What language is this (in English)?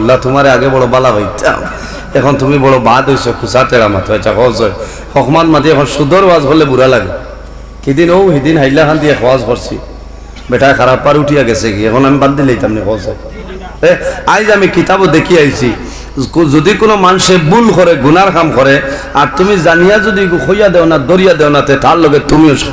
Sylheti